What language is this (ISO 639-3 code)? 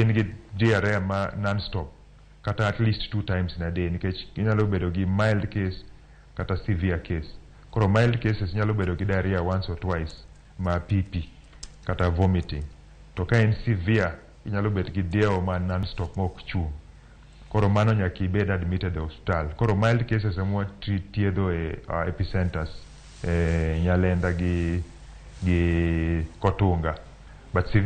luo